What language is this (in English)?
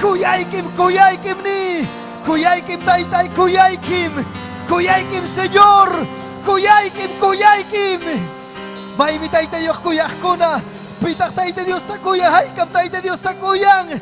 Ayacucho Quechua